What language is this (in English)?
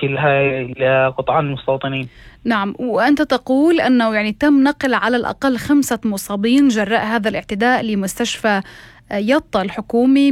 North Levantine Arabic